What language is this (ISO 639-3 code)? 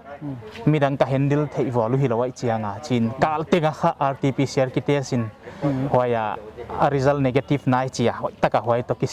pck